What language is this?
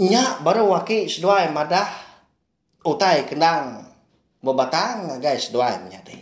Iban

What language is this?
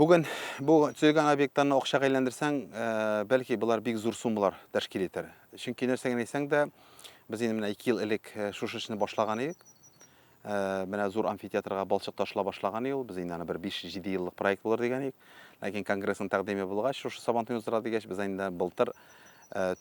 Tatar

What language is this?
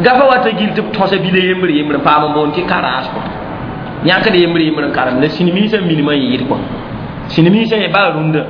Mossi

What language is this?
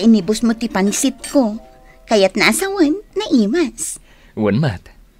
Iloko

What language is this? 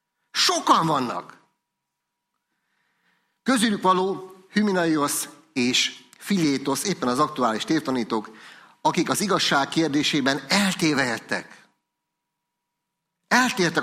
Hungarian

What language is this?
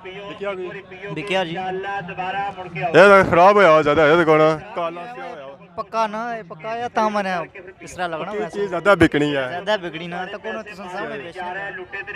Pahari-Potwari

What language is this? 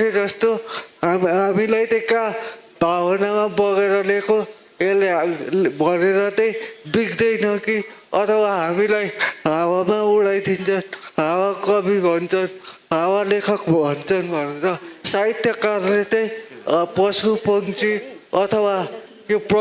Nepali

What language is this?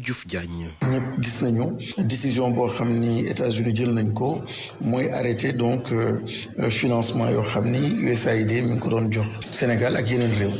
Wolof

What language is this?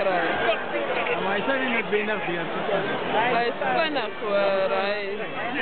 Afrikaans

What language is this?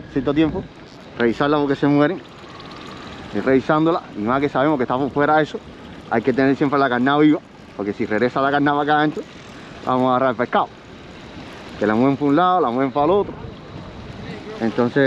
Spanish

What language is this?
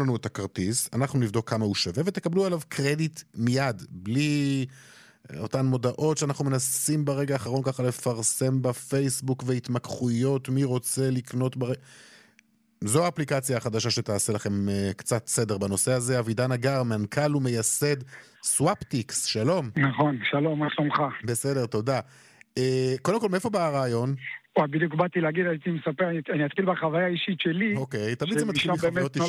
Hebrew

